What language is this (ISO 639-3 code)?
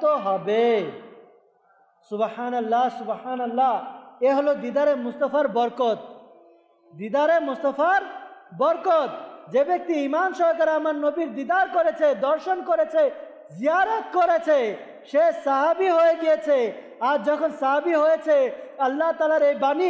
ben